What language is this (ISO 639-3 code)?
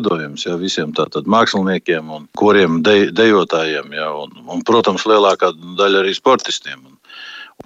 lav